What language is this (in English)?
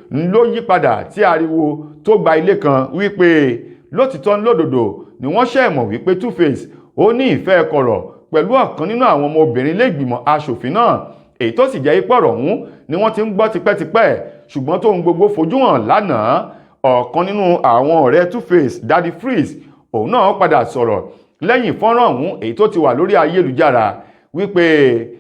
Yoruba